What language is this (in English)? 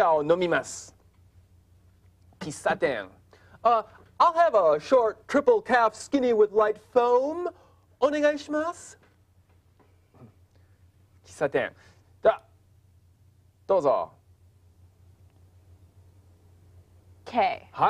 Japanese